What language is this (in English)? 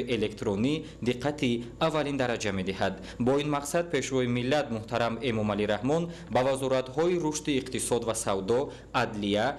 Tajik